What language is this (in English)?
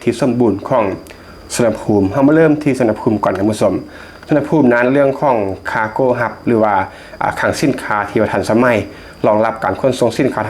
Lao